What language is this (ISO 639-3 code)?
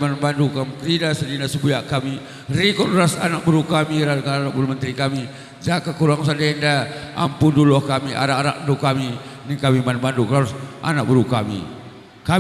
btx